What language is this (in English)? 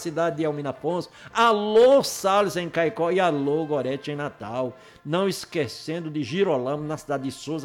Portuguese